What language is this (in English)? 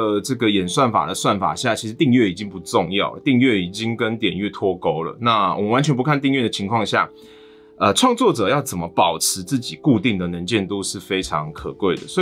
Chinese